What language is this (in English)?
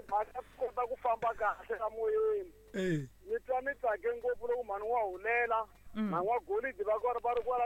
Tsonga